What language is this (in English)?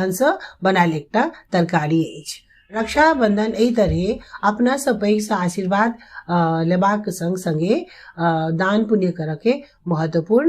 Maithili